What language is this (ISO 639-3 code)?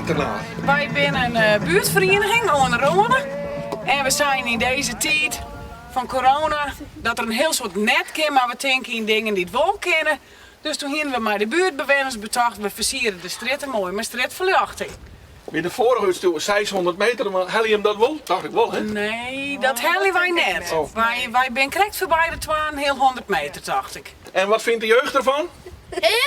fry